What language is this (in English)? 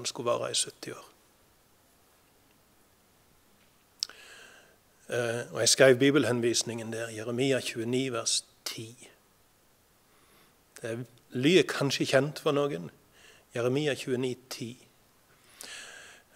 Norwegian